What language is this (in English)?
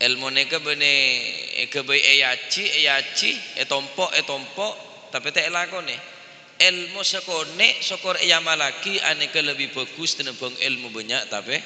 Madurese